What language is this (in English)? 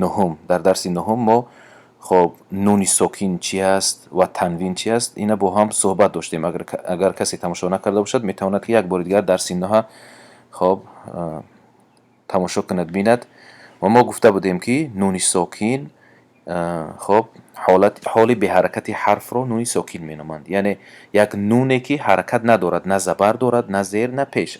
Tajik